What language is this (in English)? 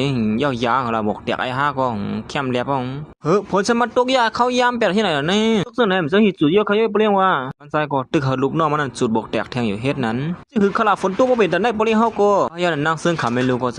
Shan